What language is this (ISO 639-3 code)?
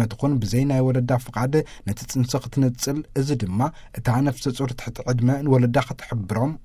tir